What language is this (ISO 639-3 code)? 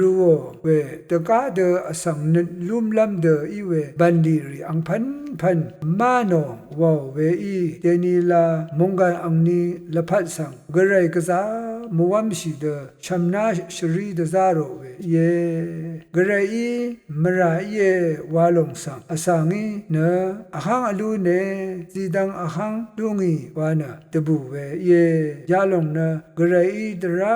raw